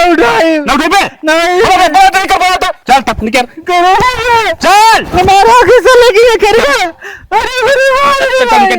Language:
Awadhi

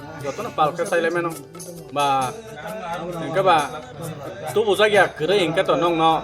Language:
Kok Borok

